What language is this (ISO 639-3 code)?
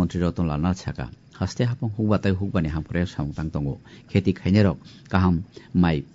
trp